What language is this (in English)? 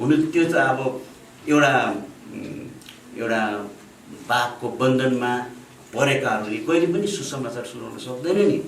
Nepali